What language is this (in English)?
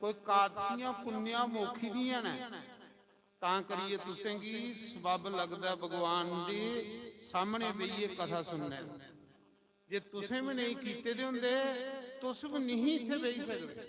Dogri